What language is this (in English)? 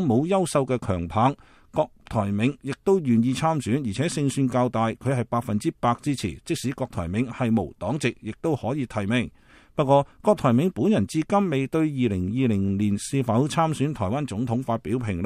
Cantonese